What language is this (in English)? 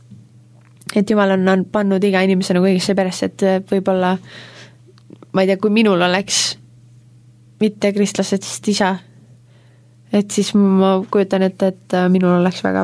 Estonian